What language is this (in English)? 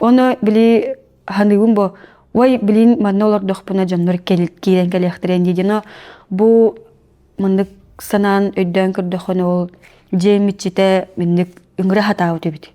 Yakut